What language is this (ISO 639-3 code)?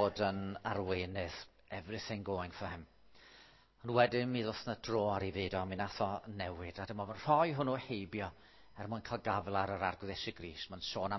cym